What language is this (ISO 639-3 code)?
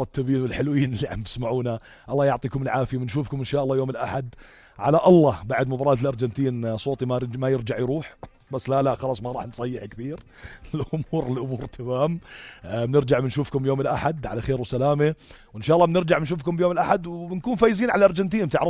apc